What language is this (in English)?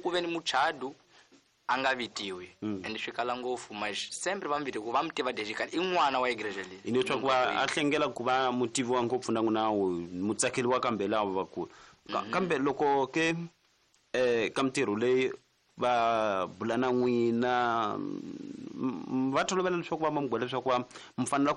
Tsonga